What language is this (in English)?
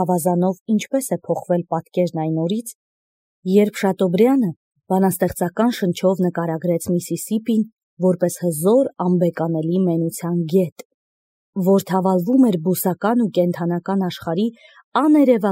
Armenian